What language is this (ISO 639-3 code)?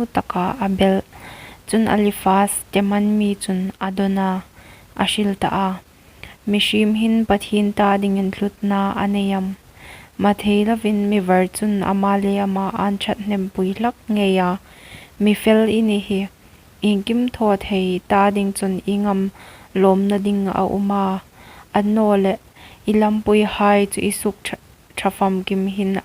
hmr